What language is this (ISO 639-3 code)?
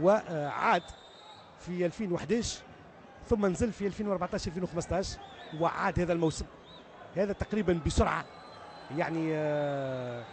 aeb